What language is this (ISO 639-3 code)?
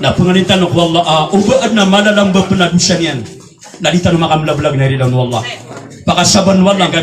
mrw